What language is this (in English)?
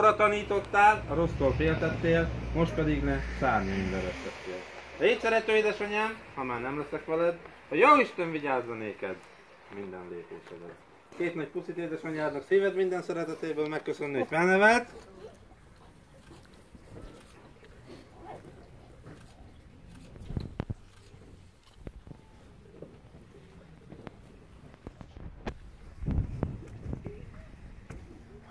Hungarian